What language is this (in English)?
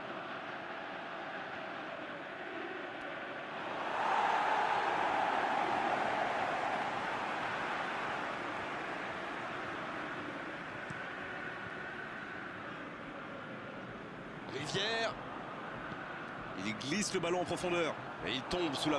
French